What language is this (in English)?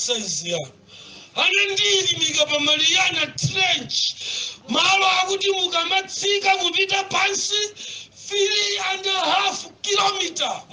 Nyanja